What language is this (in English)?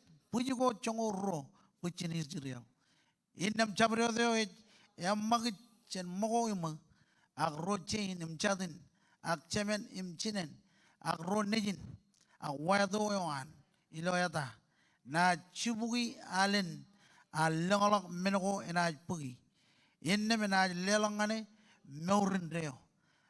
Marshallese